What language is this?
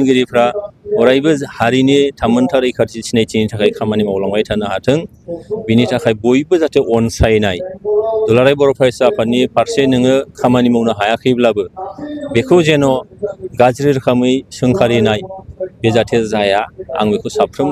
Bodo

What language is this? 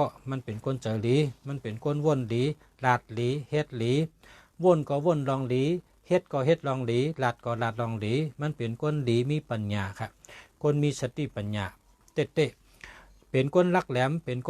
Shan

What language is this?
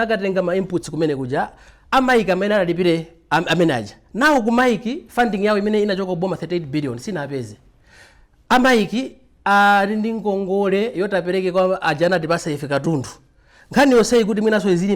Nyanja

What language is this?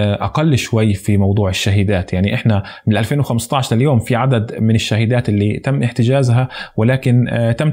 North Levantine Arabic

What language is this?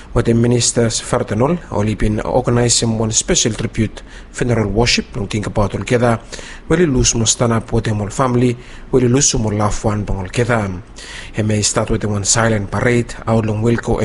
Bislama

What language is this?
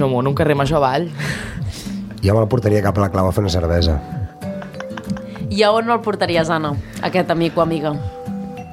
Catalan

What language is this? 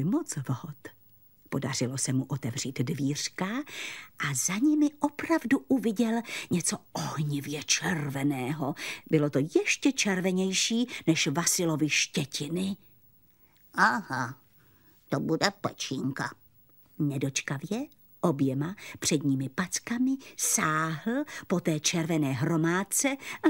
Czech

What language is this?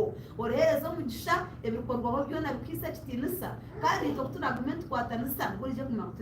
Nyankole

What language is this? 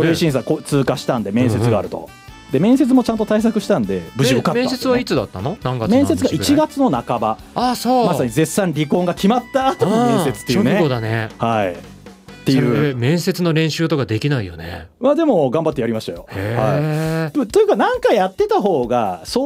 Japanese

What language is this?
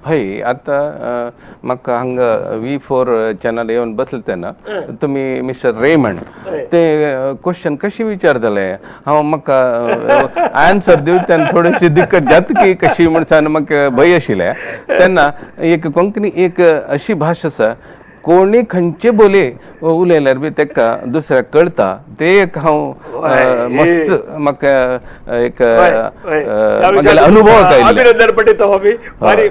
Konkani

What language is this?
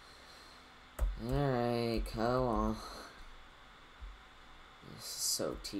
English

